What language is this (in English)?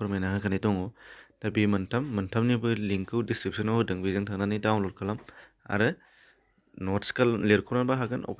Bodo